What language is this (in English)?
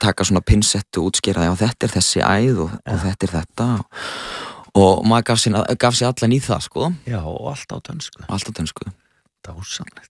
Icelandic